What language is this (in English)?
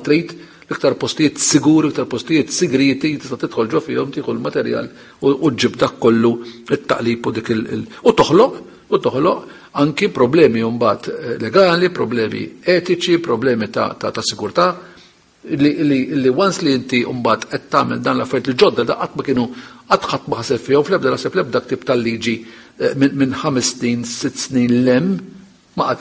Maltese